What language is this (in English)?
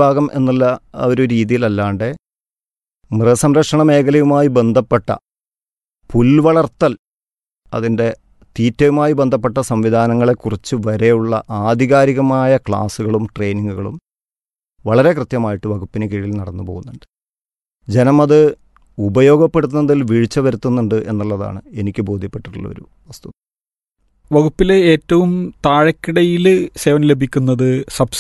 Malayalam